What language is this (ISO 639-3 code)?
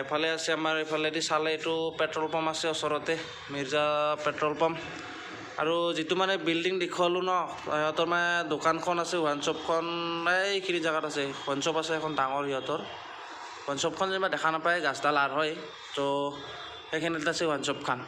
asm